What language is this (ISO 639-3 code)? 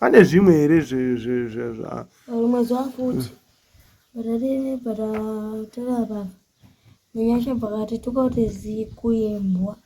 sna